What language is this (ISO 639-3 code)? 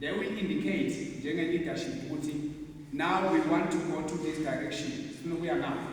zul